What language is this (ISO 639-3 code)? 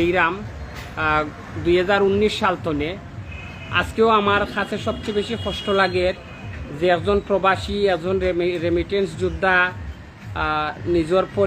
syl